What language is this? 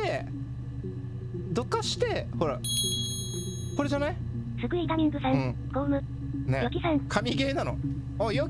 Japanese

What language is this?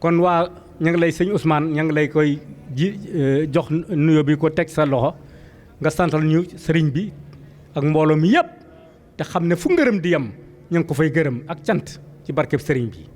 Wolof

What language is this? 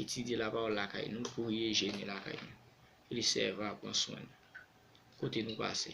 Haitian Creole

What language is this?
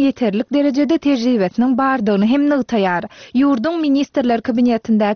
Turkmen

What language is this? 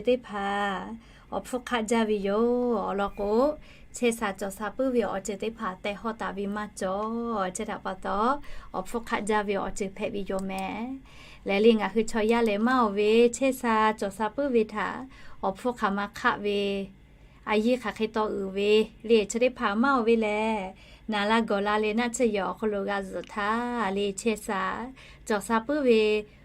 Lahu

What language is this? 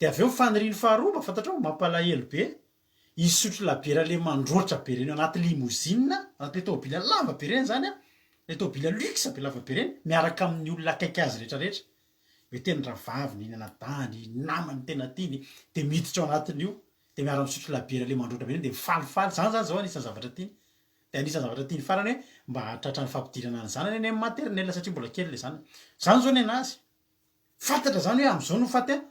Malagasy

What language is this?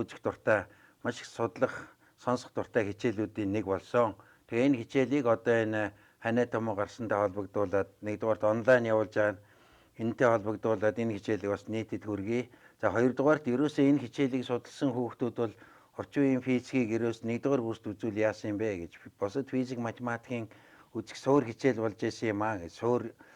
Mongolian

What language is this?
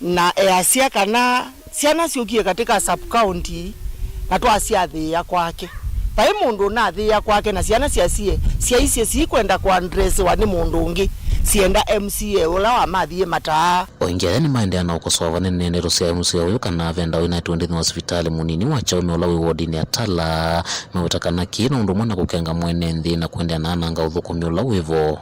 Kamba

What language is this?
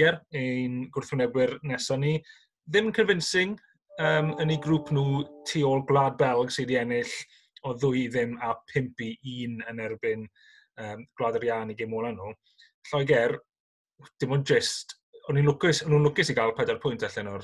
Welsh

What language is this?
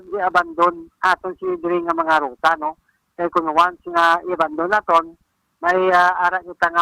Hiligaynon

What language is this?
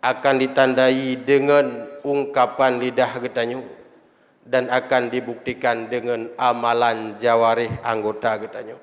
Achinese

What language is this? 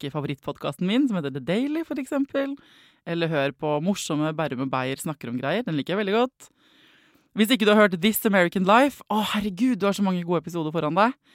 Norwegian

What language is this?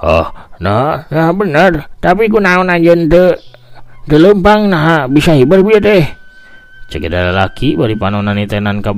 Sundanese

